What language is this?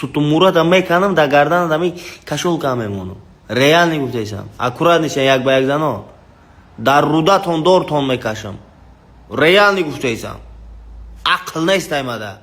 Tajik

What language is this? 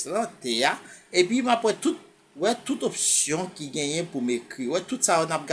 Haitian Creole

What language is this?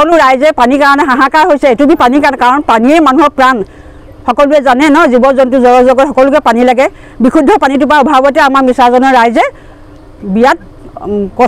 Assamese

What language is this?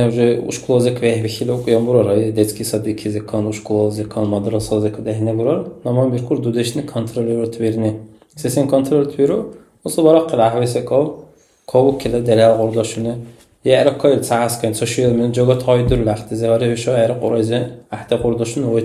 Dargwa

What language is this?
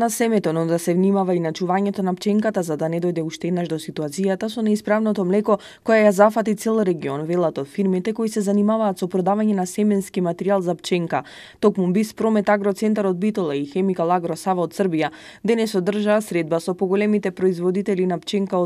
Macedonian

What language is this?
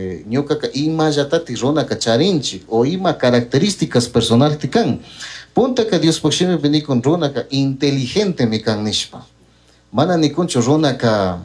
Chimborazo Highland Quichua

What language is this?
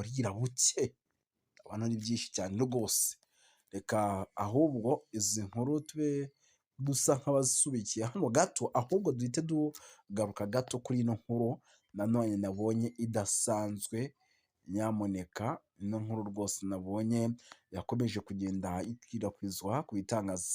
Kinyarwanda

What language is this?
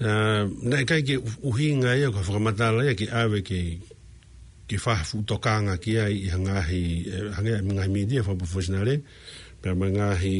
Tongan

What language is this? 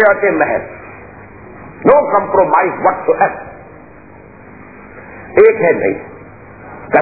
Urdu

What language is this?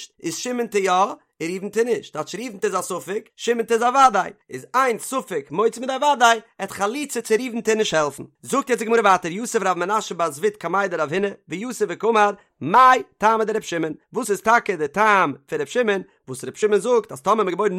Yiddish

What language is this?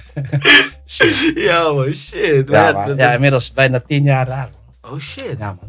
Dutch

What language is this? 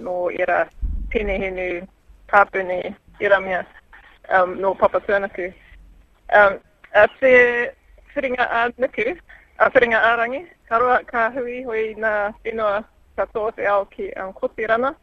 Māori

